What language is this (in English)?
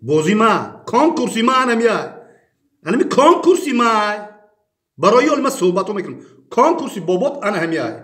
Tajik